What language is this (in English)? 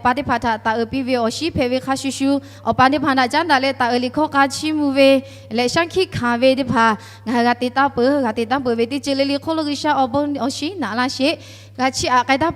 Lahu